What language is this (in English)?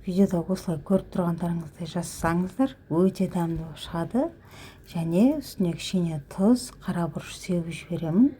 Kazakh